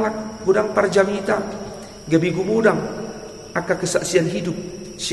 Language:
Batak Toba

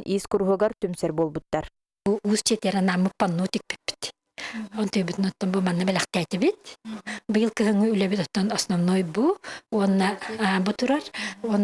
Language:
Yakut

